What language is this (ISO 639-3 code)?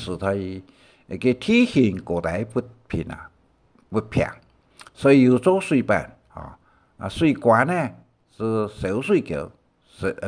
hak